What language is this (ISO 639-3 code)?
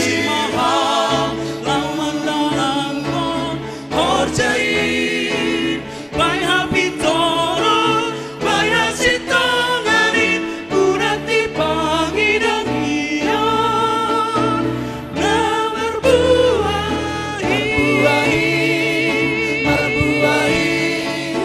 bts